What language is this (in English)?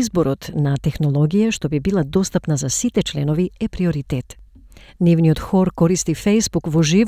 Macedonian